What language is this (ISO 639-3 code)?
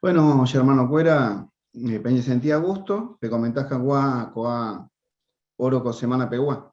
grn